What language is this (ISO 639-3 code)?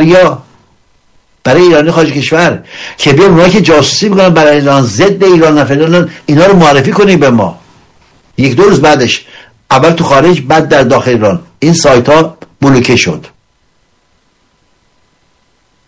fas